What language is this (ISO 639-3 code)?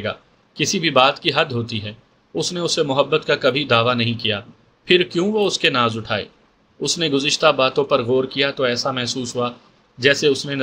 urd